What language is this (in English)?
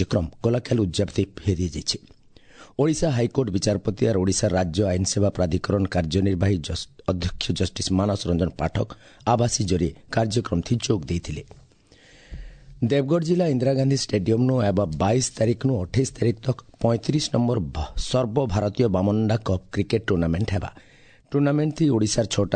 Odia